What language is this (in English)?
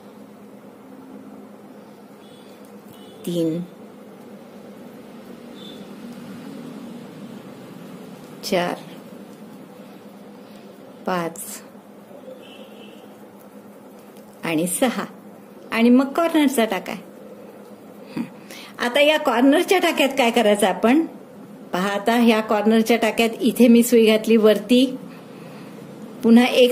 Marathi